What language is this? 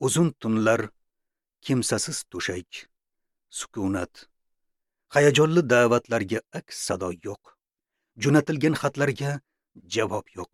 Uzbek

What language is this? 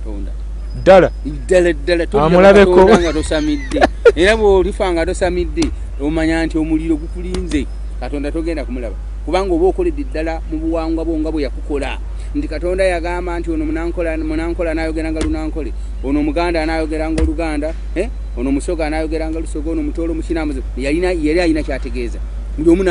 Ganda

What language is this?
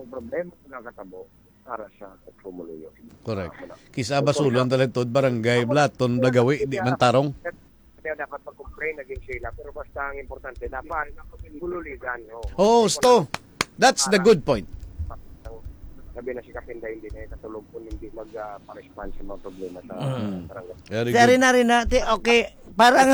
Hiligaynon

